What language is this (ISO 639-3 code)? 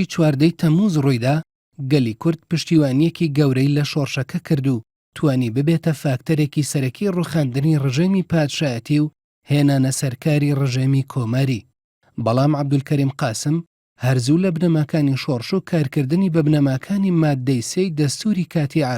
ckb